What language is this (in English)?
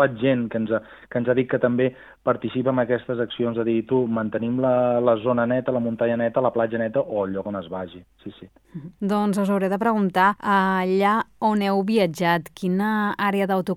Catalan